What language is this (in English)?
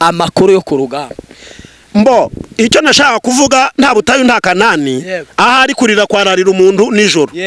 Kinyarwanda